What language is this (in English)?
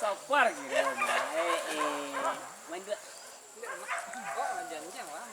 Minangkabau